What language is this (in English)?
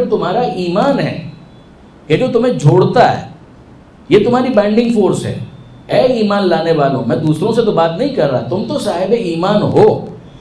Urdu